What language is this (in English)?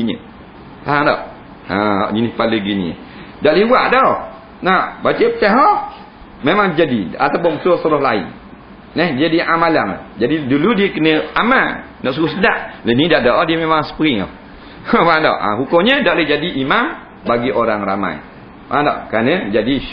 Malay